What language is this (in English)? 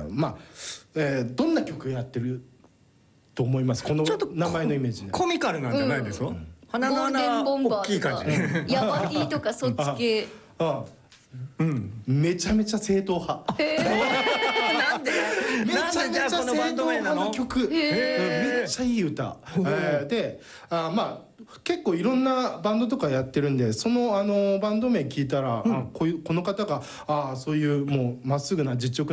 Japanese